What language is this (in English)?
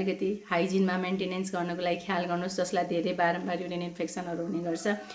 Nepali